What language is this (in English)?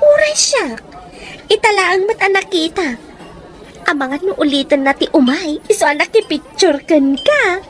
Iloko